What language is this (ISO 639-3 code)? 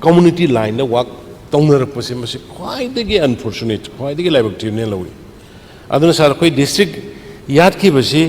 mni